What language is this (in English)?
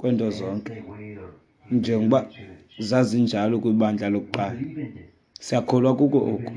Xhosa